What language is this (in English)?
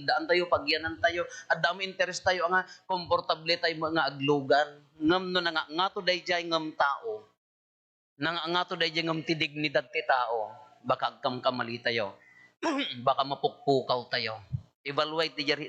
Iloko